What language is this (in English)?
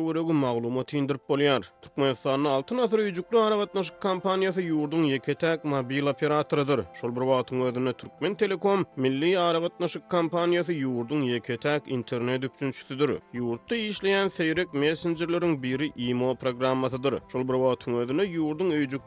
Turkmen